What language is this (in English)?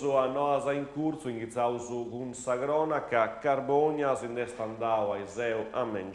Sardinian